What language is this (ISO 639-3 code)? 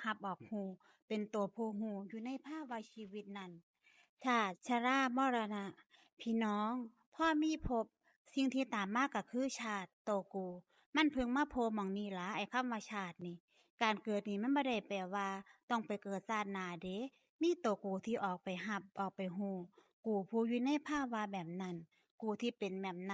tts